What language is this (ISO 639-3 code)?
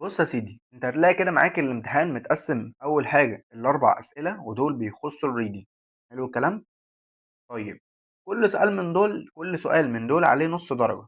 arz